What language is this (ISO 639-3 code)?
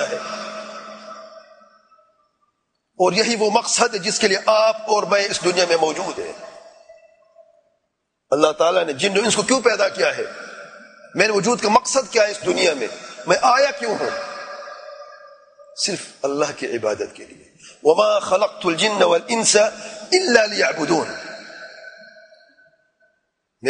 urd